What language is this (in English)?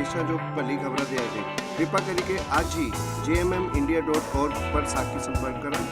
Dogri